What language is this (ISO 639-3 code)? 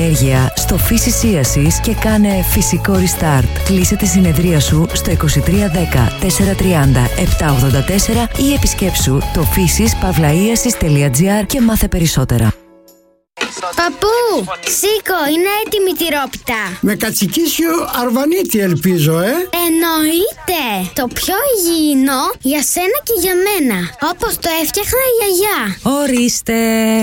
ell